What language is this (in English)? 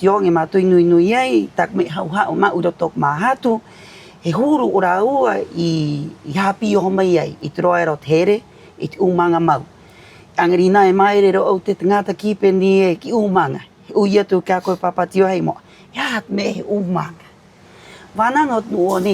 Rapanui